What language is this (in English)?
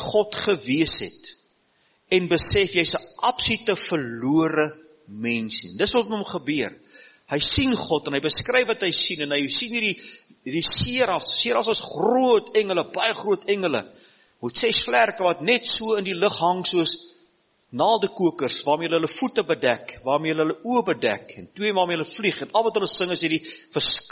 Afrikaans